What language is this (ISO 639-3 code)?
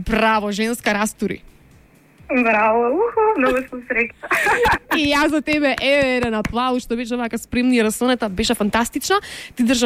mkd